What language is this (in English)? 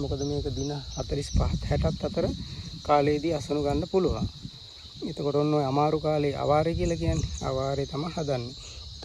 Sinhala